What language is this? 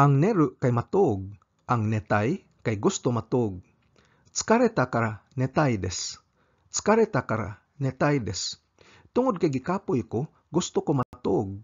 Cebuano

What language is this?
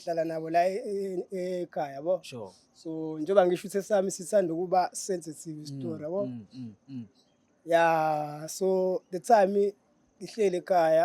Zulu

